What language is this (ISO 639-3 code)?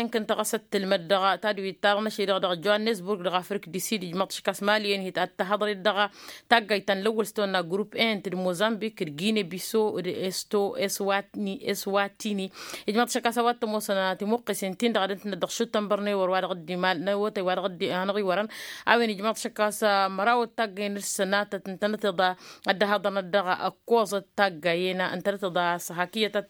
taq